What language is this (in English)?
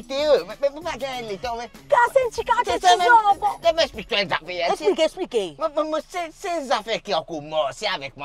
Morisyen